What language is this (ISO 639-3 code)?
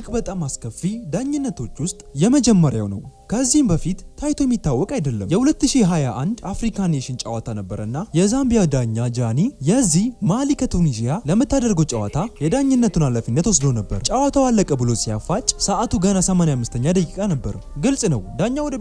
amh